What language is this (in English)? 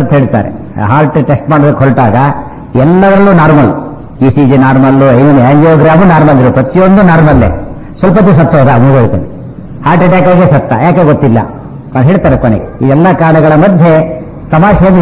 Kannada